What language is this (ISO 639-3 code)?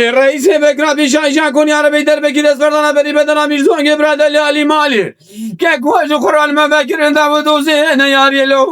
kur